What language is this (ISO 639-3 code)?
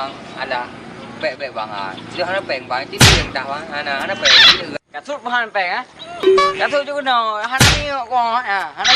ace